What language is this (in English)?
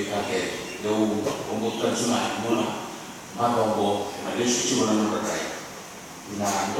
Fijian